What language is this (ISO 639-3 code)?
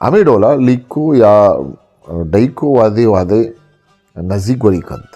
bgp